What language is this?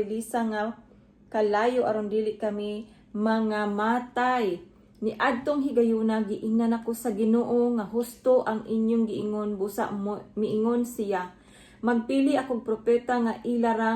Cebuano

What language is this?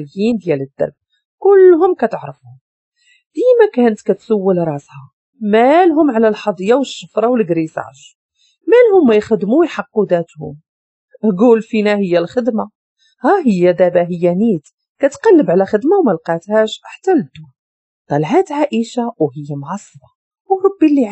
Moroccan Arabic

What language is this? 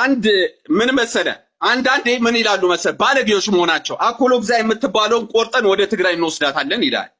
Amharic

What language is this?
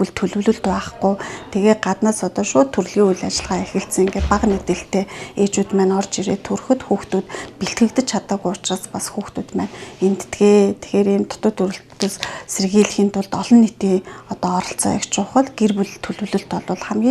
Mongolian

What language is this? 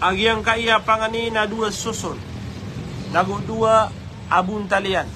Maranao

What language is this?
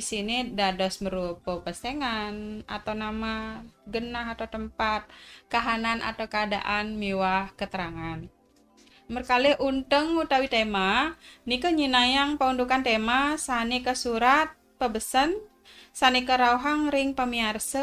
Balinese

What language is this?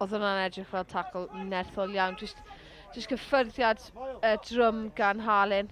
Welsh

